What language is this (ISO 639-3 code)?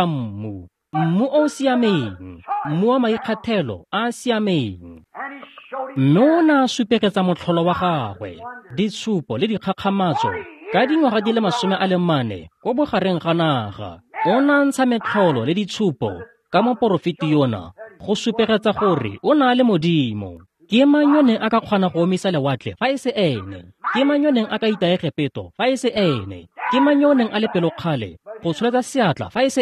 tsn